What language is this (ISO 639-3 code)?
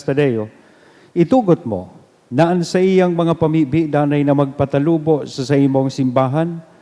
bik